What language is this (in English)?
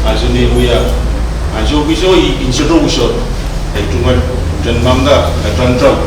Pohnpeian